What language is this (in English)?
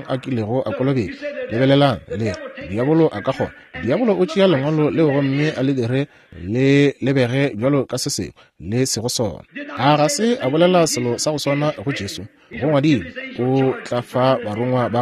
Northern Sotho